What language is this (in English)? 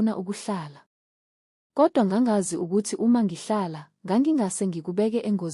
Zulu